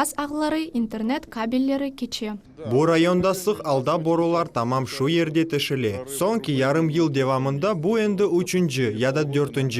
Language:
Crimean Tatar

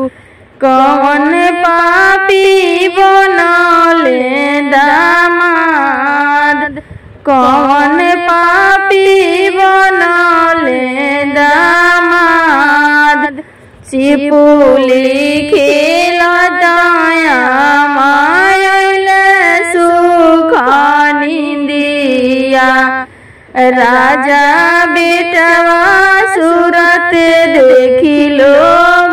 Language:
Bhojpuri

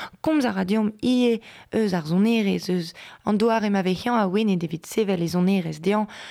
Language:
Breton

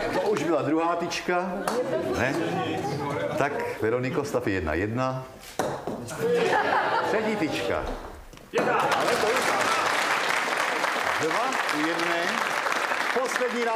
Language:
Czech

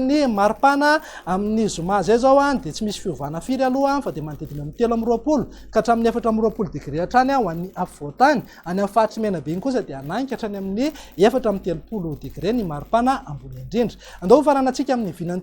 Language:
Malagasy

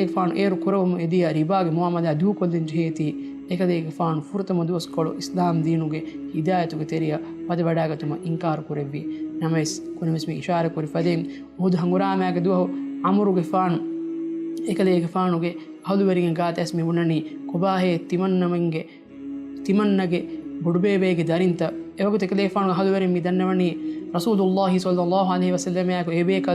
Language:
Divehi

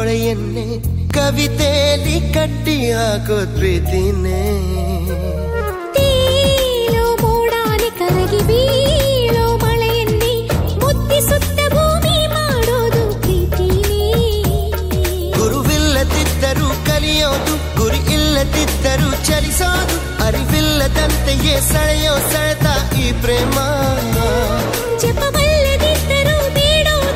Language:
Kannada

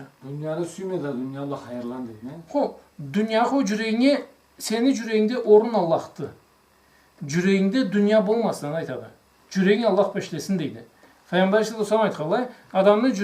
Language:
Karachay-Balkar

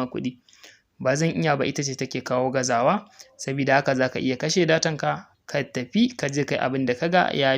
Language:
Hausa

